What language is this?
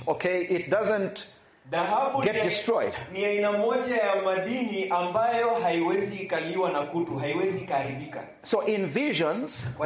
Swahili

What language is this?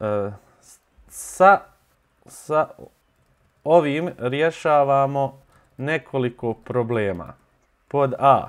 Bosnian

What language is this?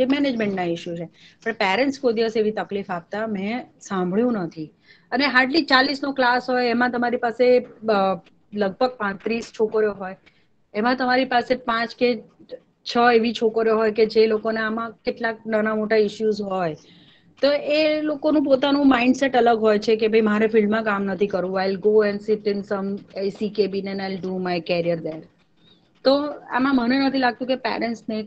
Gujarati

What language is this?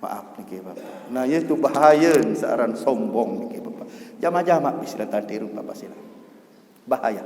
Sasak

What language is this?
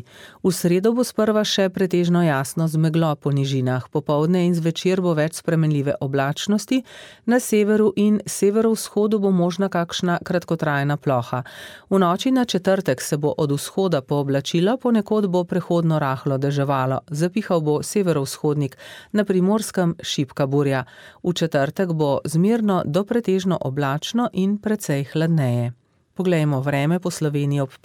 Slovenian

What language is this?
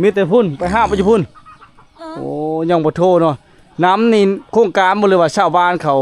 Lao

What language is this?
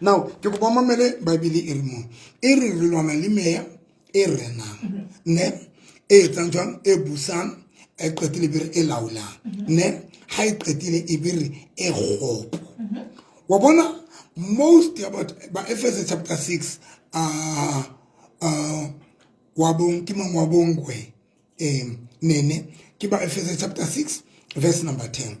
Southern Sotho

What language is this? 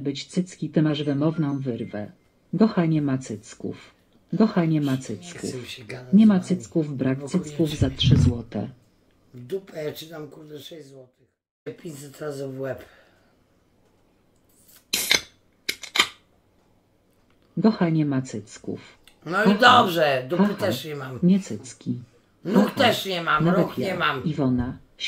Polish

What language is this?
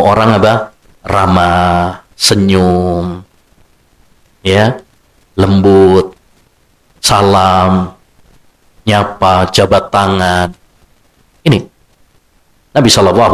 Indonesian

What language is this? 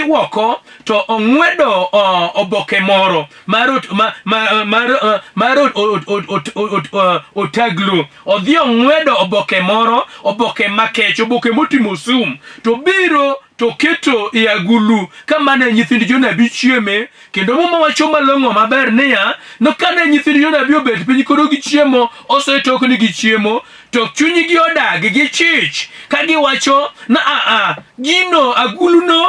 Luo (Kenya and Tanzania)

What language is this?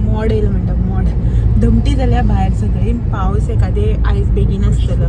Konkani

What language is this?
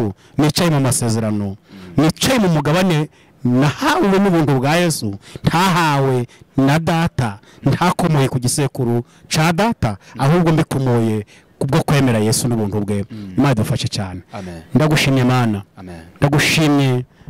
Kinyarwanda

